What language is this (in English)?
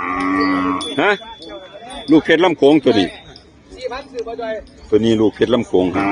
Northeastern Thai